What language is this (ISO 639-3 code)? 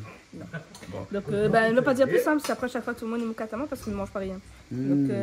rcf